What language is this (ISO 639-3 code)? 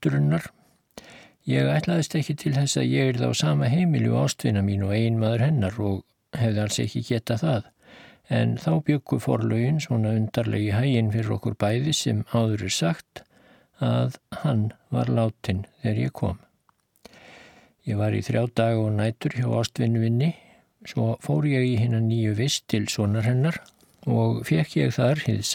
isl